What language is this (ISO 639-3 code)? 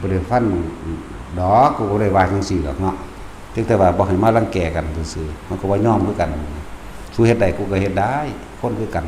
tts